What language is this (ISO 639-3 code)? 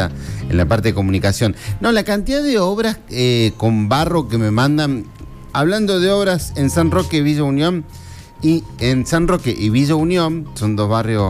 spa